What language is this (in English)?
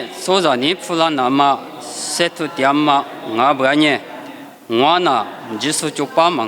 Lisu